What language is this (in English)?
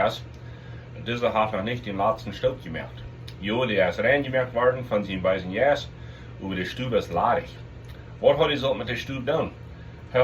Plautdietsch